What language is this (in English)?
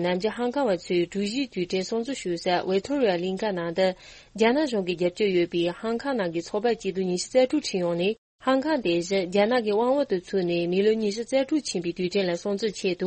Tibetan